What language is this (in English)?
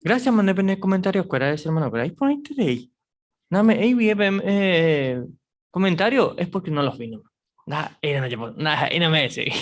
Guarani